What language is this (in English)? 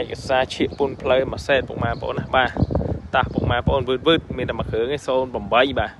Khmer